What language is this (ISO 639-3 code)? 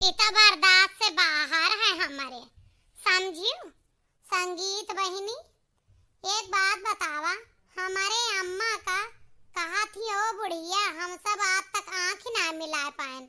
awa